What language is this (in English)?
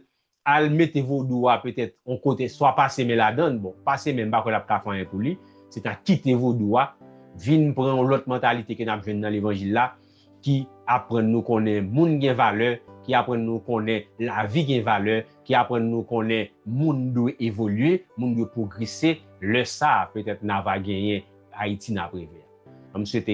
Haitian Creole